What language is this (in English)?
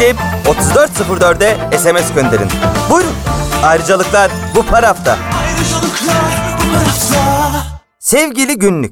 Turkish